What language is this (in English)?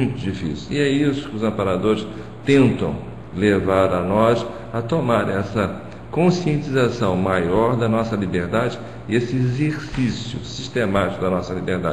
Portuguese